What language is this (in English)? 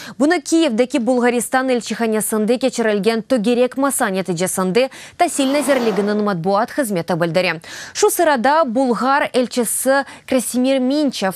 Crimean Tatar